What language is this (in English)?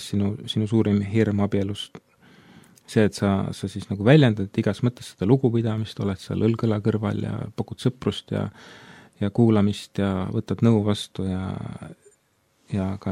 Estonian